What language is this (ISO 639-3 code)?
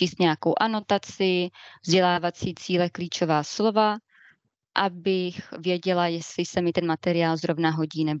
ces